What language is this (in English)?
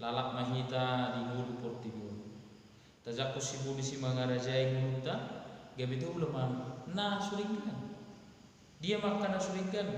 Batak Toba